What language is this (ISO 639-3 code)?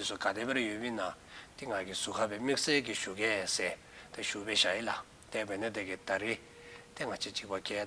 dzo